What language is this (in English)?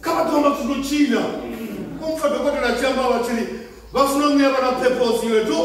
Venda